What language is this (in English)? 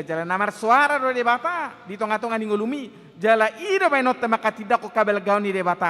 Batak Toba